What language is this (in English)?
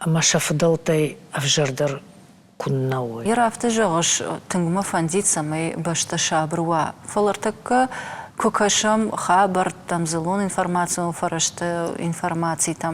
Ossetic